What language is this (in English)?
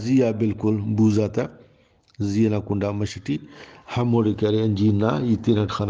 Brahui